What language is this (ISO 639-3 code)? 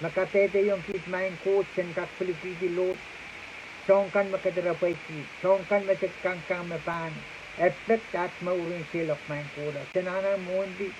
pon